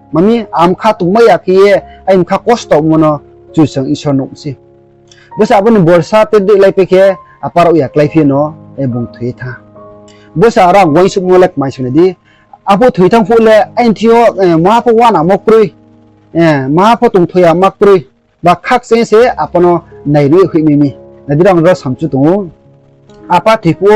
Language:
Riang (India)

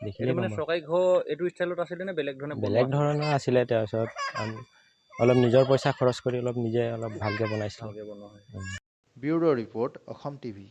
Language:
Assamese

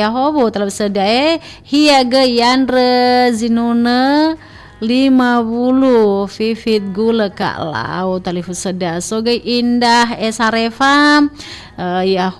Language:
Nias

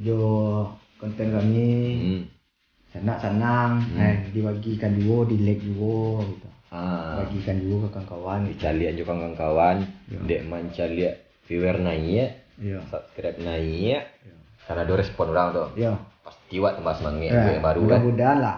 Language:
Minangkabau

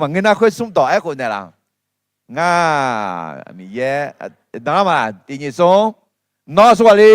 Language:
Akha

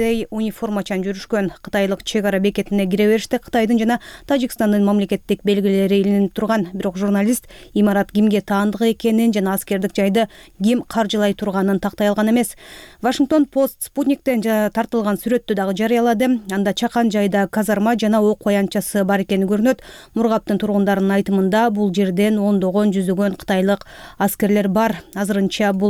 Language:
Kyrgyz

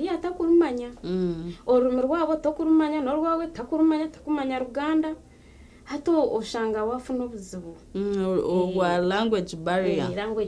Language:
Nyankole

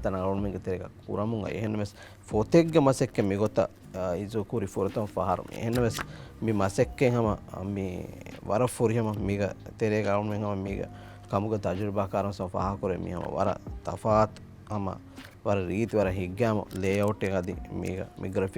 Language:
Divehi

